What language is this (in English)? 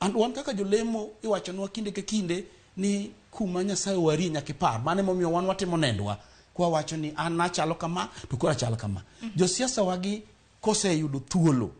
Luo (Kenya and Tanzania)